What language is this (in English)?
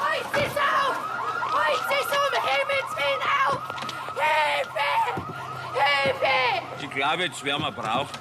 Bavarian